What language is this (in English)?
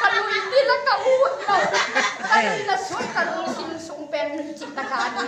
Tedim Chin